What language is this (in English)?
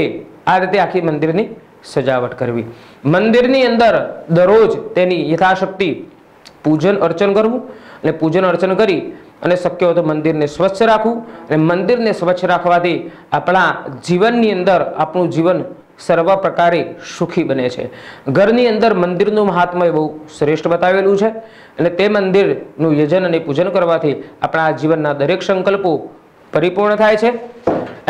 Gujarati